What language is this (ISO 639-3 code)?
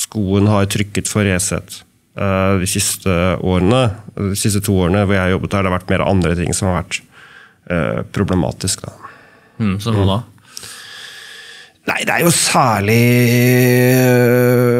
nor